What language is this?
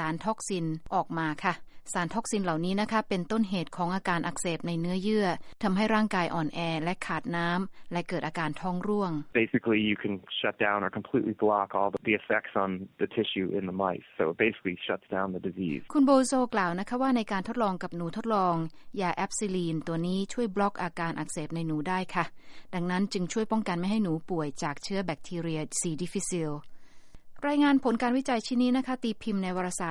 Thai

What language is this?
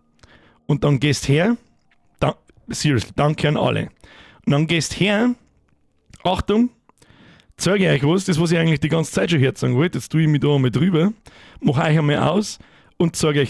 Bavarian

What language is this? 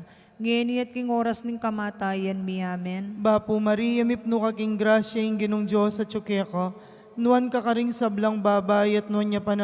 Pampanga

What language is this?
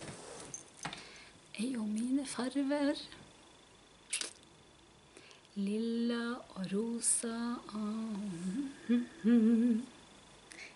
Norwegian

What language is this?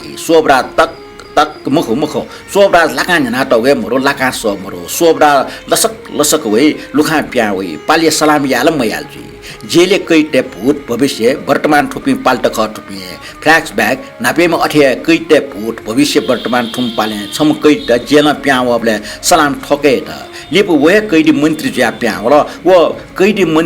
Newari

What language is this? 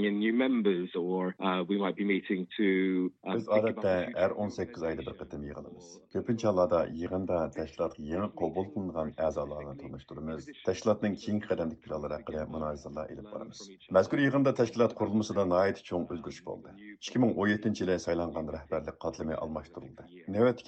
Uyghur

